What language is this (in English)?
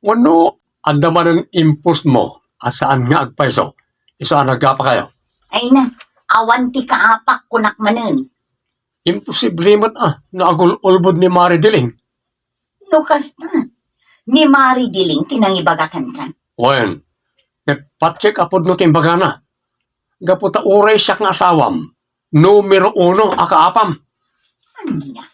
Iloko